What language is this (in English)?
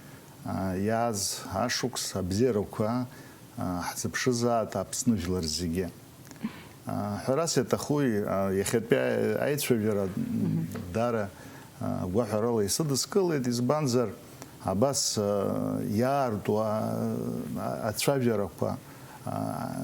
Abkhazian